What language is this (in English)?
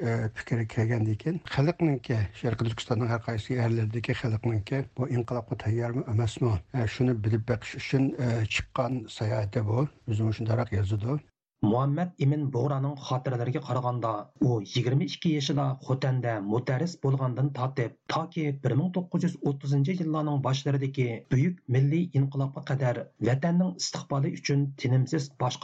Uyghur